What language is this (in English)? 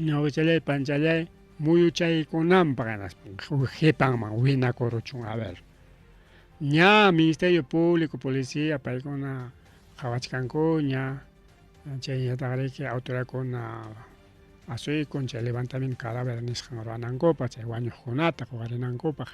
Ayacucho Quechua